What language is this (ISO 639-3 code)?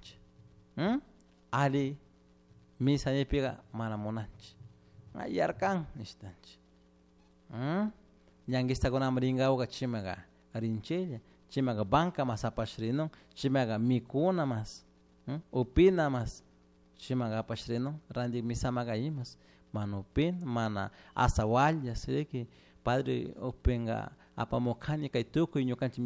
qug